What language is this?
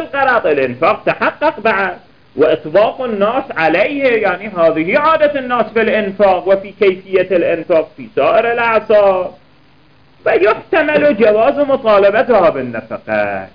Arabic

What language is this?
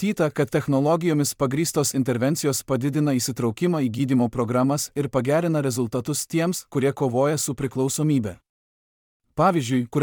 Lithuanian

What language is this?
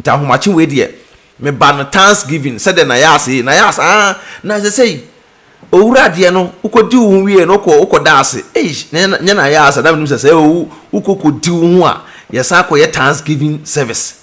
Akan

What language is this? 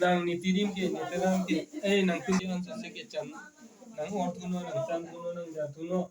Karbi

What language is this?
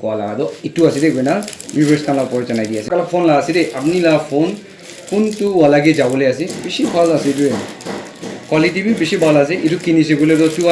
Naga Pidgin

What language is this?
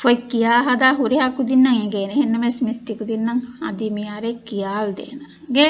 Divehi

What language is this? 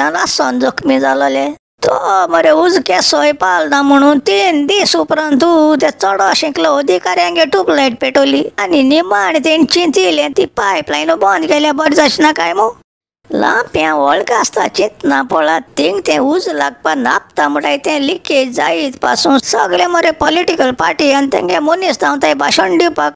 Konkani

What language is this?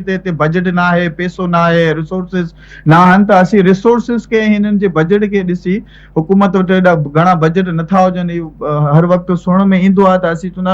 Sindhi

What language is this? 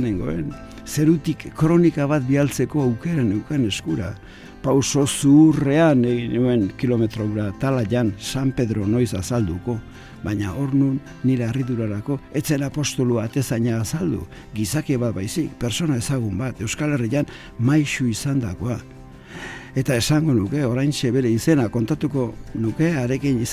Basque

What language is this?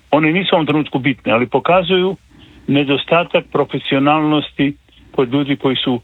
Croatian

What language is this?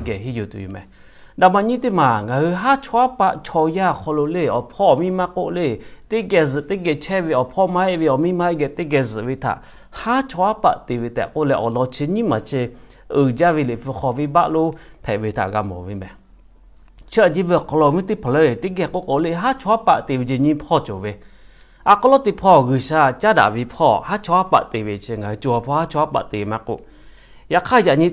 Lahu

